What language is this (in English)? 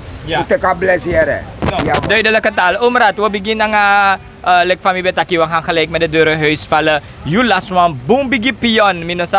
Sranan Tongo